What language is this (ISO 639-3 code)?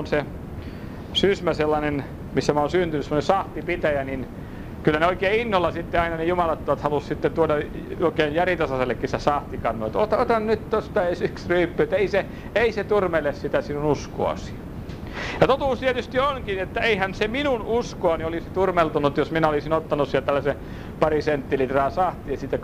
fin